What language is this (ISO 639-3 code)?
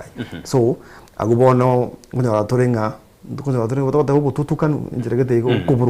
guz